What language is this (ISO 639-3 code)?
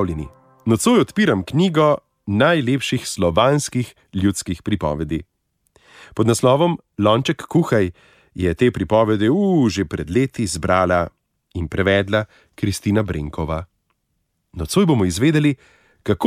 slv